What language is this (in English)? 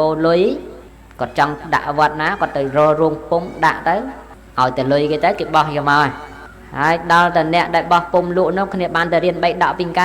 Khmer